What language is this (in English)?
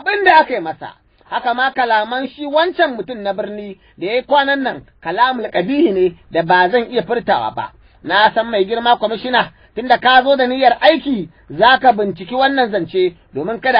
Hausa